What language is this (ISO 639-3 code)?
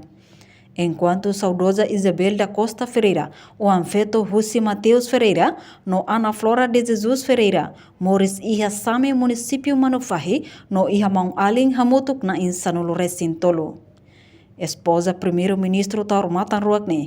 tet